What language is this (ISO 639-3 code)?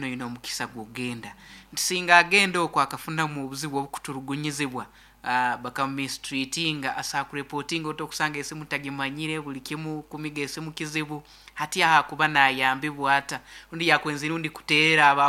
nyn